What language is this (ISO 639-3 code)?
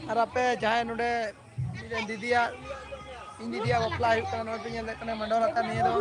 sat